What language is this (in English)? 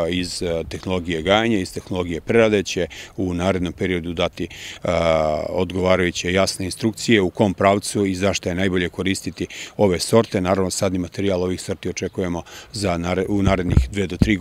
Serbian